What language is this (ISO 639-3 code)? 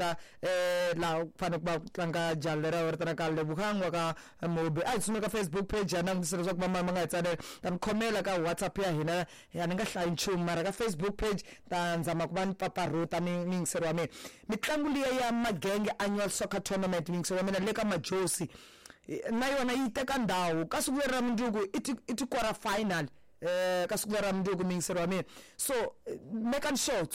tso